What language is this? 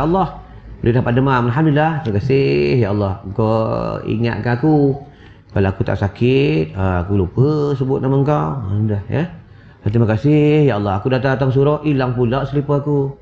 Malay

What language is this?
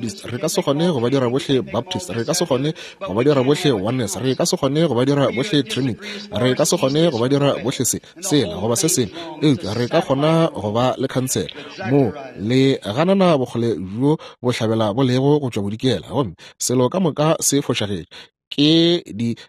Northern Sotho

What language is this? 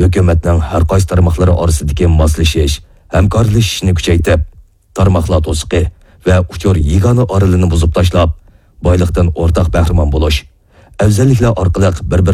Uyghur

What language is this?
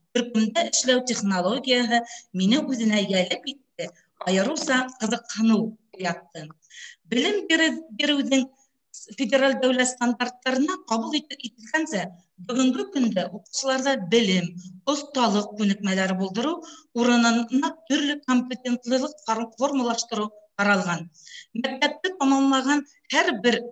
Bashkir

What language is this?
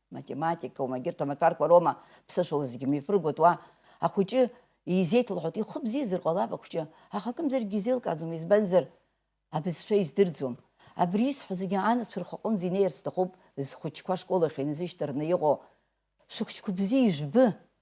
Abkhazian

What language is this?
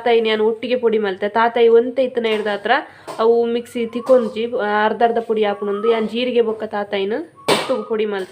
Tulu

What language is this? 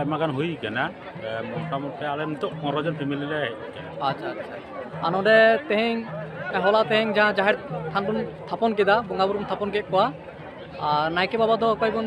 Santali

